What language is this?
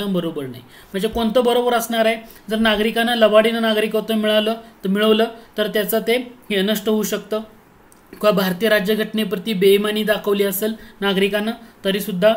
Marathi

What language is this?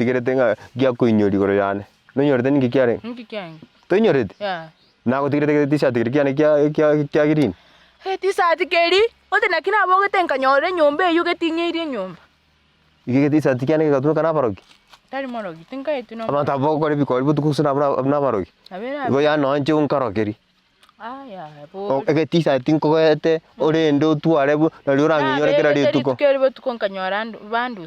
Gusii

